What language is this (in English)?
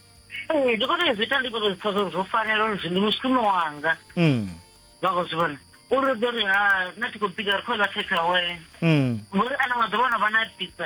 Venda